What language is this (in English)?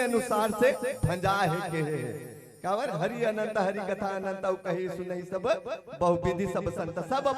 Chhattisgarhi